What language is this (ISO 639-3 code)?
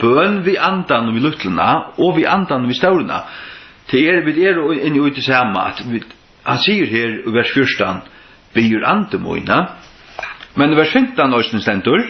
fao